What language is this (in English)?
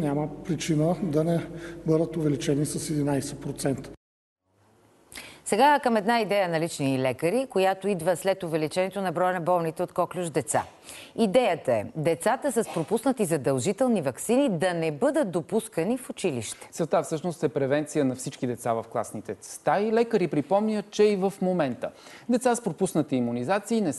Bulgarian